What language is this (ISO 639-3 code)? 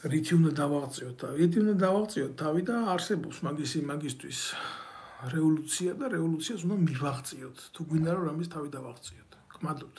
kat